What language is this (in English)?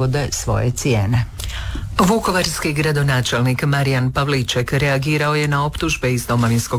Croatian